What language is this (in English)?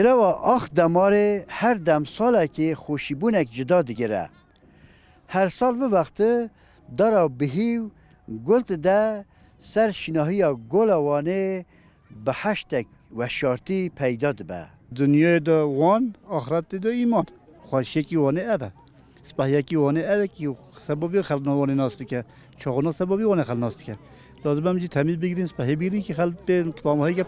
Kurdish